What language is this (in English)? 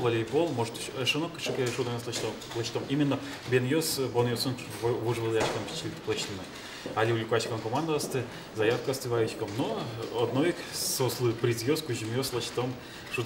Udmurt